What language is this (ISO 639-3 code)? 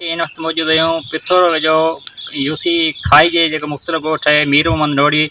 snd